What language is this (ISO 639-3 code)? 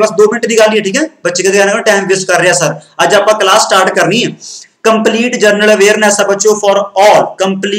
pan